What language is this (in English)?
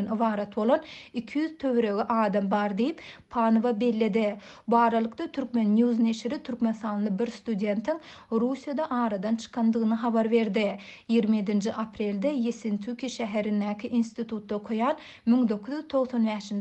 Turkmen